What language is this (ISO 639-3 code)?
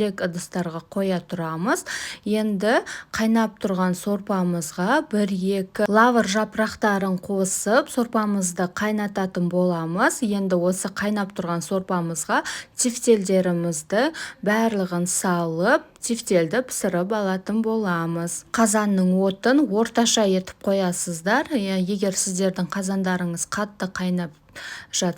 kaz